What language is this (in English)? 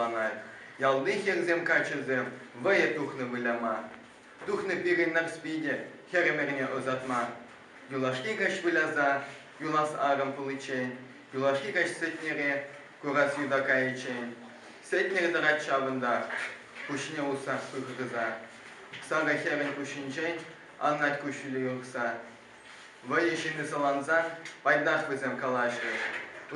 Chuvash